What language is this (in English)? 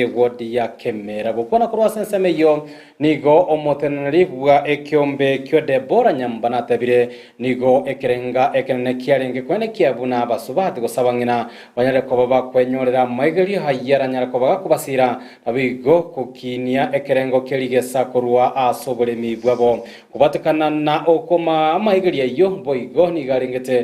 Gusii